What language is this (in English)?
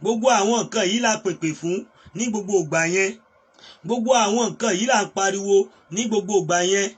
Yoruba